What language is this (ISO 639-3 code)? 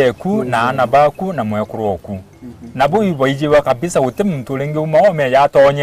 mer